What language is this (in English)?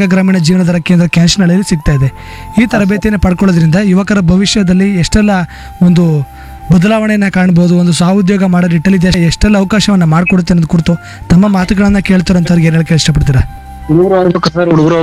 Kannada